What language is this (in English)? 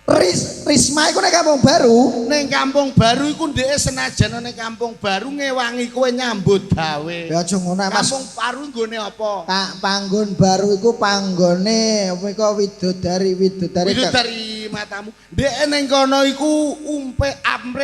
Javanese